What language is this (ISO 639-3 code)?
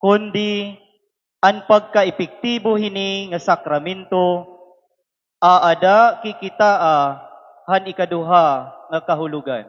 war